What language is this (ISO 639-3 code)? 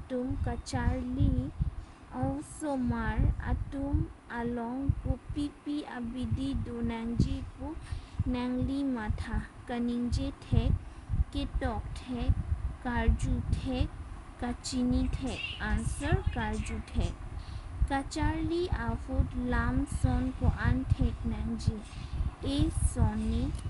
mjw